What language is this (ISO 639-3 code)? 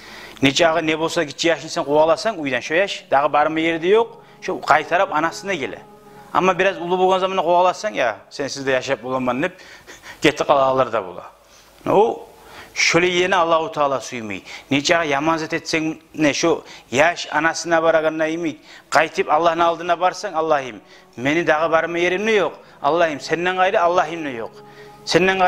kum